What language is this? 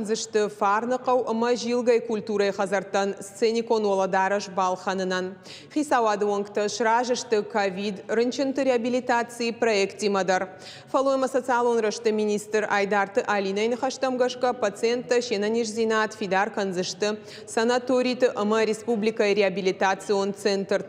Ossetic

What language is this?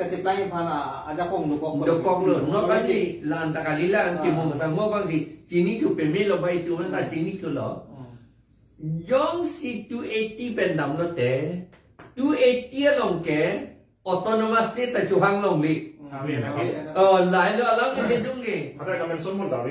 Karbi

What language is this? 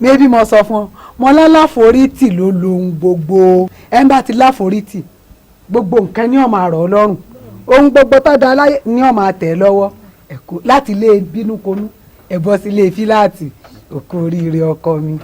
Yoruba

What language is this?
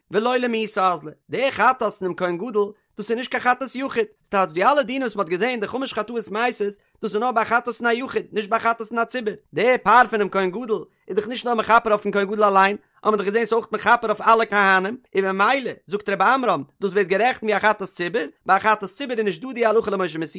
Yiddish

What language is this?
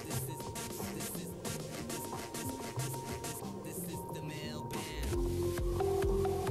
Czech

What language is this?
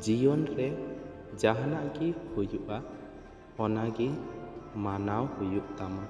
Santali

